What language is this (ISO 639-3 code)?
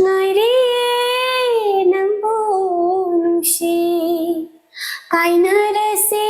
mni